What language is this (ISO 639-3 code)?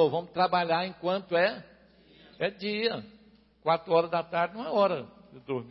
por